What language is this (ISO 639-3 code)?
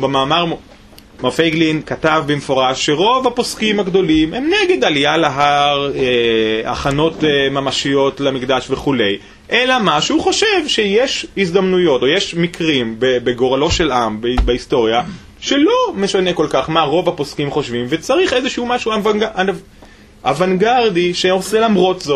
heb